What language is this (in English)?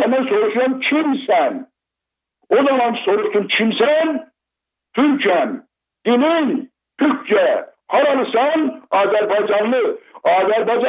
South Azerbaijani